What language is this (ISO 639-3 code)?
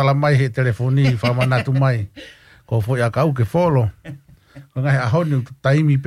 ton